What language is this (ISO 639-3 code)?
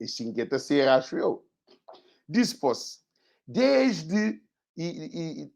kea